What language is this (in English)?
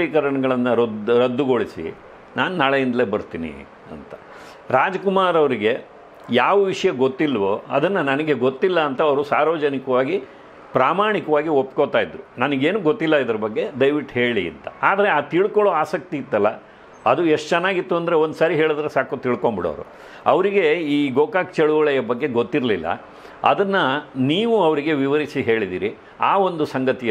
Kannada